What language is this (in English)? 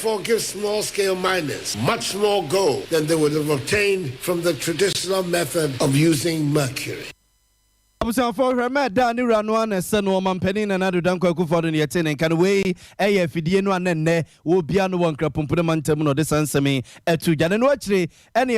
Akan